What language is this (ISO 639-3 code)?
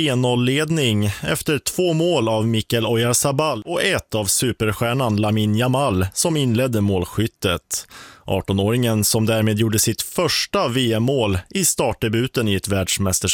swe